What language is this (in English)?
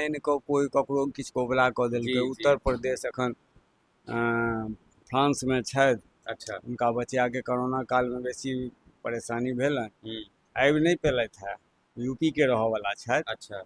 Maithili